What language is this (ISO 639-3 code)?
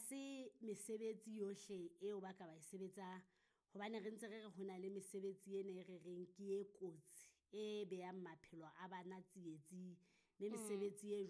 sot